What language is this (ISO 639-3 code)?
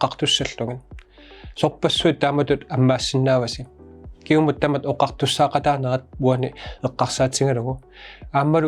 kal